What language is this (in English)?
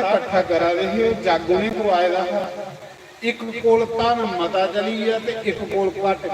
Dogri